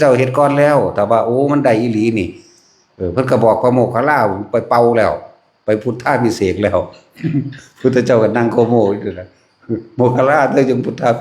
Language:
Lao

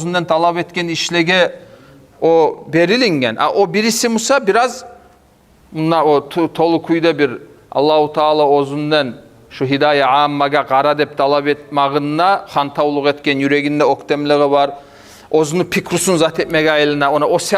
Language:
Kumyk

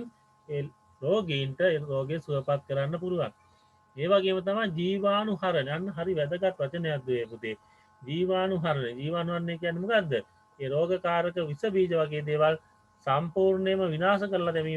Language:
Sinhala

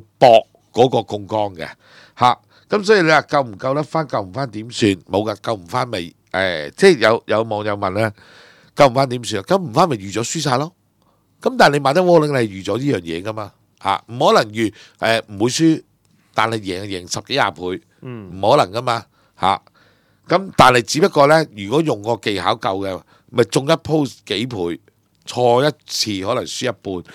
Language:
Cantonese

